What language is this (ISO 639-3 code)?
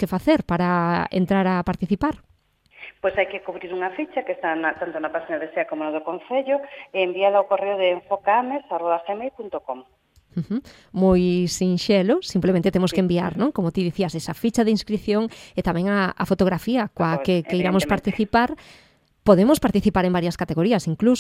glg